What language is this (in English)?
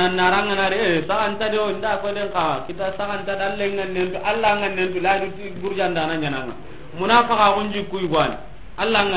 Soninke